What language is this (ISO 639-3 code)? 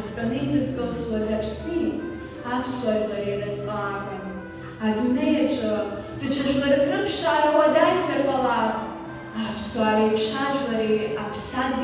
abk